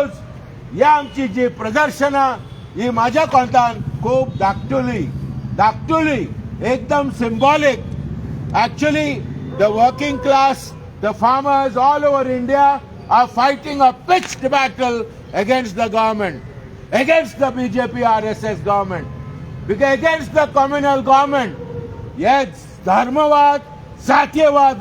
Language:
Konkani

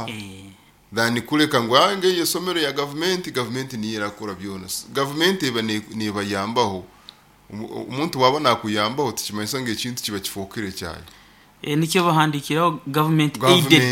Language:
Nyoro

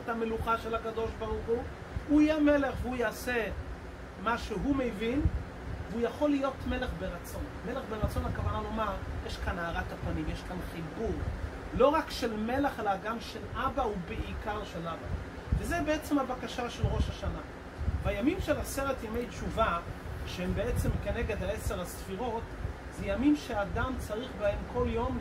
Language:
Hebrew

